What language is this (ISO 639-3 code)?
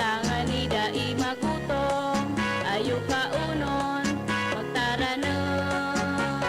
bik